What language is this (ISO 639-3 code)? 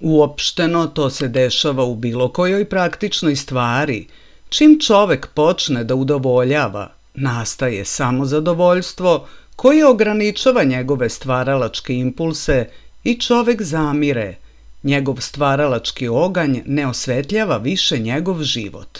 srp